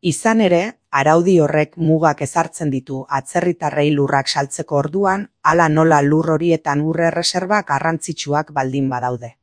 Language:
Basque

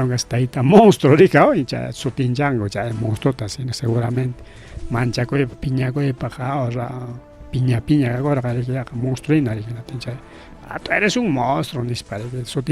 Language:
Ayacucho Quechua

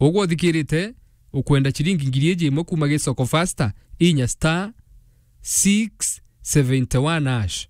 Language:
Meru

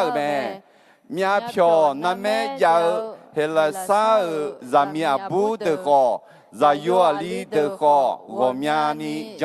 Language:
Akha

